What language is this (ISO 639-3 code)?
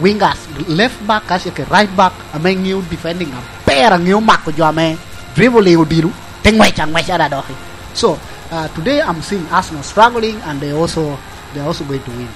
laj